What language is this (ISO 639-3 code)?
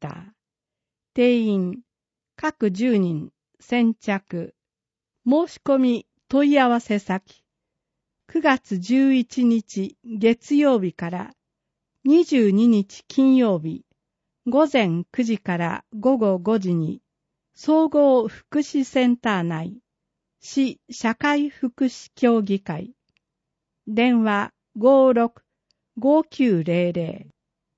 jpn